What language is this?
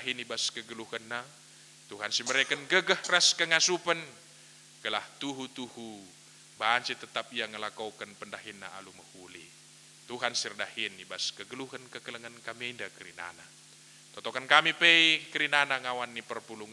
Batak Karo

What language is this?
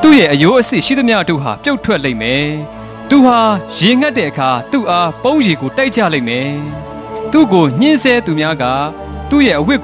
Burmese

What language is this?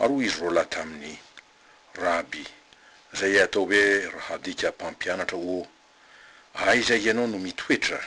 Malagasy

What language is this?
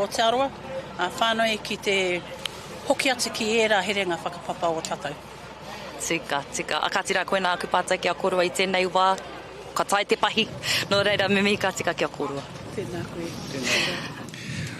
Māori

